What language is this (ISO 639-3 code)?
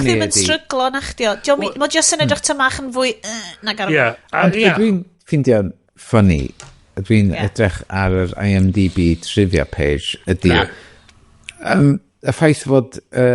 cym